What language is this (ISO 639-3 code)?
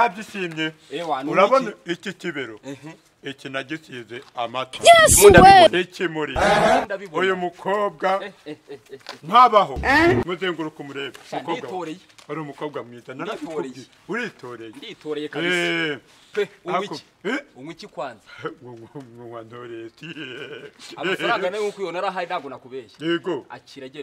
kin